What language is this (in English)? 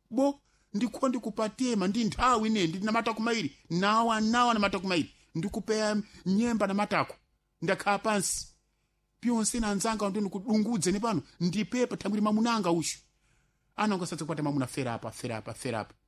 Sena